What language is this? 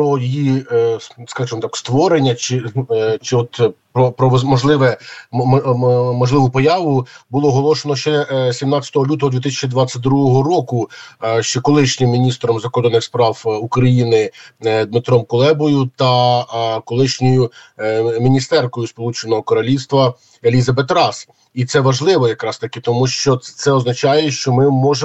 Ukrainian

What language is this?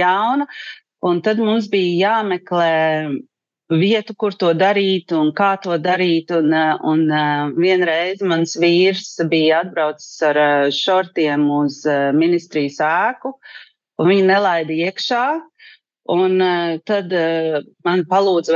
Latvian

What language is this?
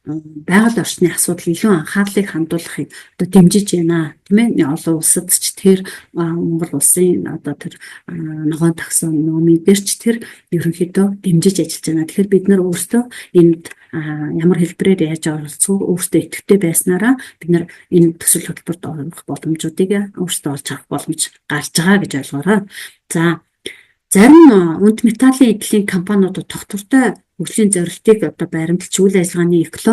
Mongolian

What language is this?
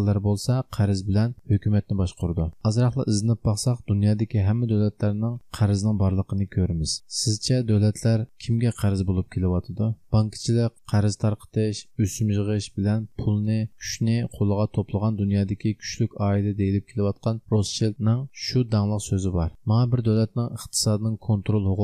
Uyghur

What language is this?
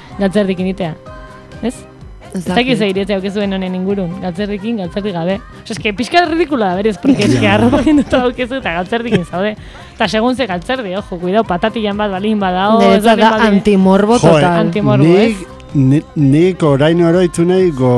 Basque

